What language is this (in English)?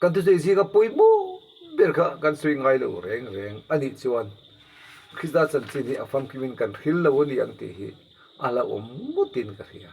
Mizo